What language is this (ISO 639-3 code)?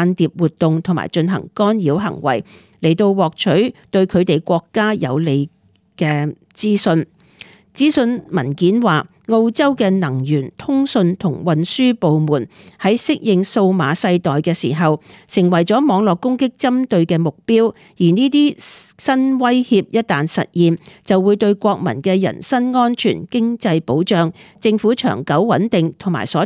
yue